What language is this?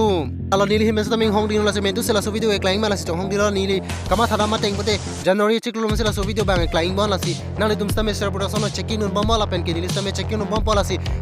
Karbi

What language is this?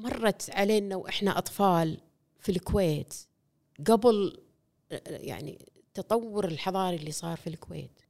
Gulf Arabic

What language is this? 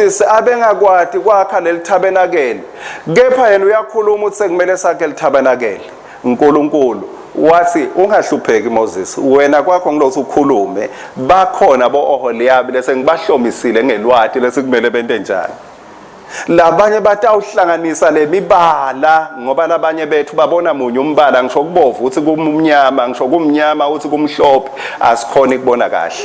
Swati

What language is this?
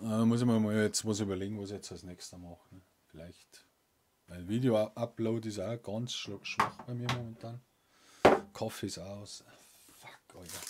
Bavarian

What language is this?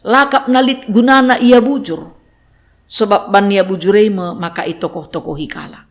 Batak Karo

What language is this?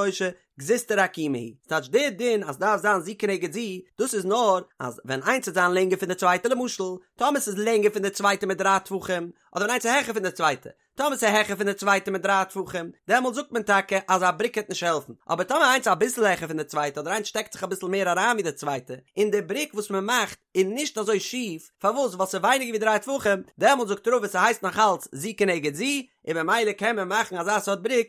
Yiddish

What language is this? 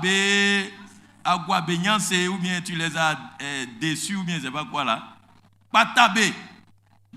Baoulé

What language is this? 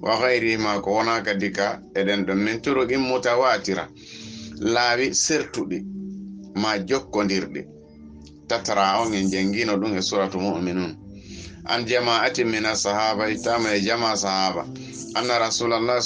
Fula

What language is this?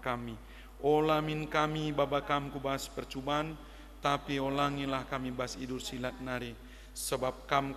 Batak Karo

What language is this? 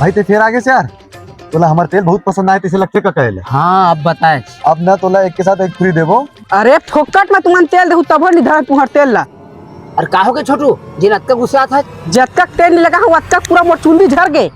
Chhattisgarhi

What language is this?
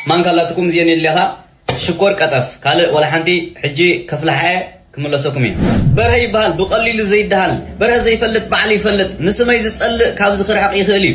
Tigrinya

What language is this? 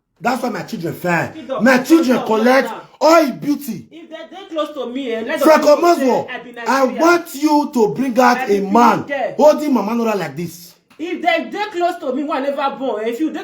Nigerian Pidgin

